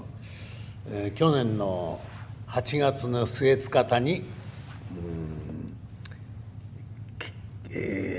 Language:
Japanese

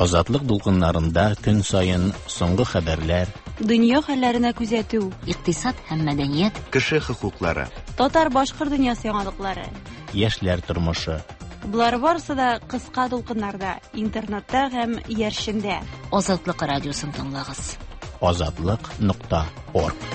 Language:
Tatar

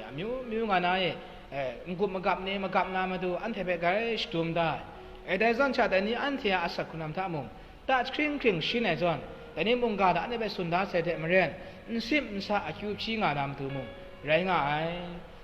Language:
Kachin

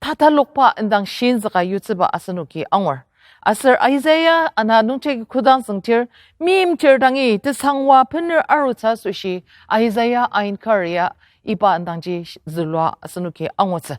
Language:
Ao Naga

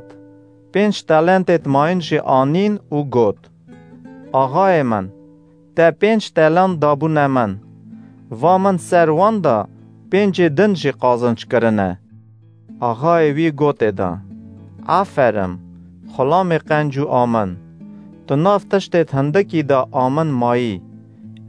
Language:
Kurdish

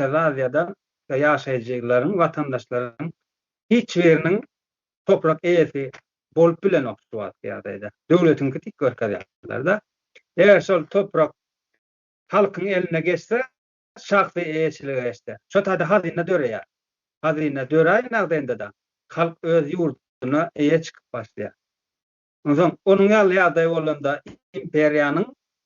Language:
Turkmen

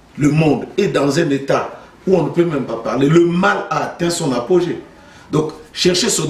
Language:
French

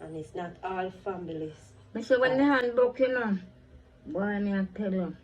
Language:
Jamaican Creole English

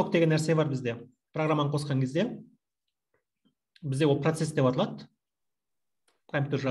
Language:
Kazakh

